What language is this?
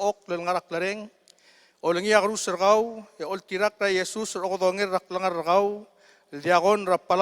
Palauan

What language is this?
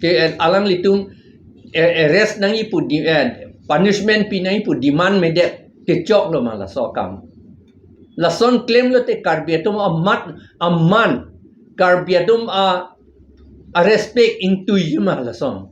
Karbi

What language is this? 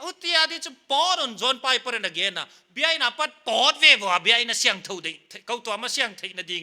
Paite Chin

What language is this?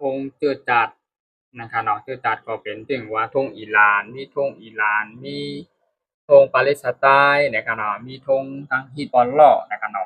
Shan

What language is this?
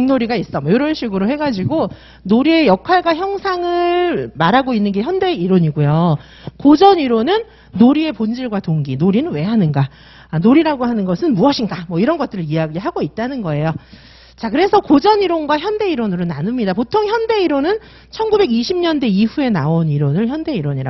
Korean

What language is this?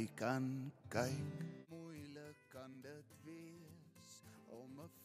Afrikaans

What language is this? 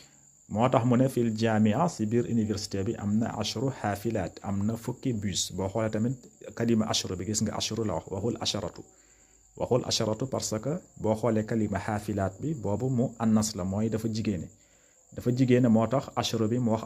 Wolof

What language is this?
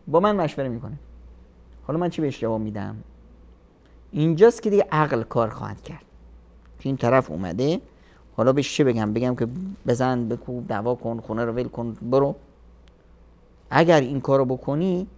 Persian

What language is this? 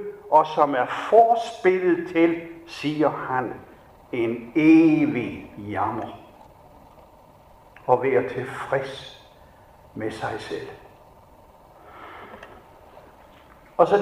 Danish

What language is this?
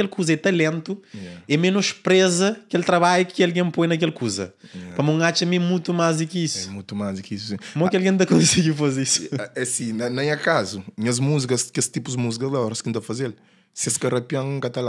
Kabuverdianu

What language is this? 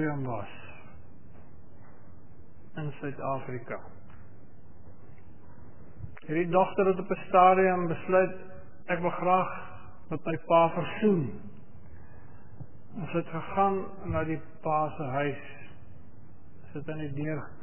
Afrikaans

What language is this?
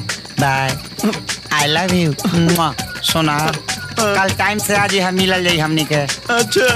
Bhojpuri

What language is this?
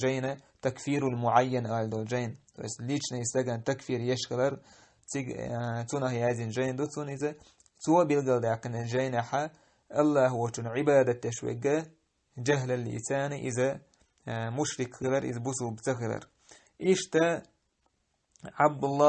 Chechen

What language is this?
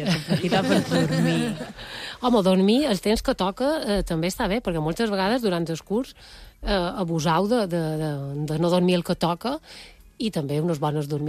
Catalan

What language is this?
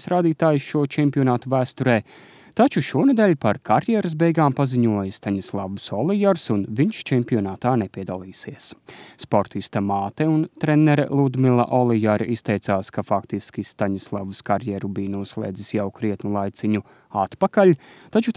Latvian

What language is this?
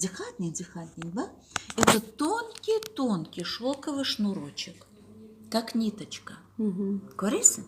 Crimean Tatar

